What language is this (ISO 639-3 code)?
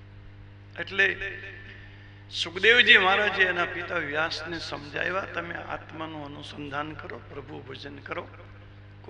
guj